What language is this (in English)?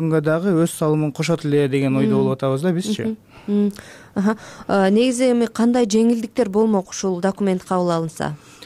Kyrgyz